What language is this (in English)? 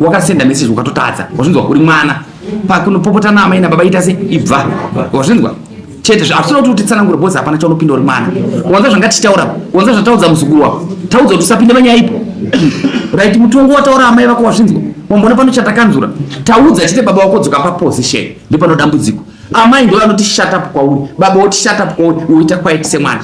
Shona